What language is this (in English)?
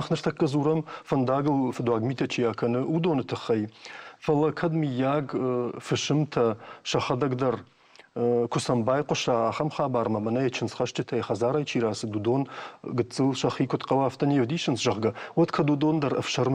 Ossetic